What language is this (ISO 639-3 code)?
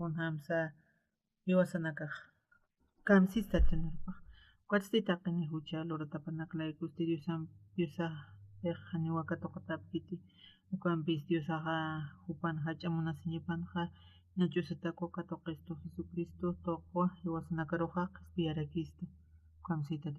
aym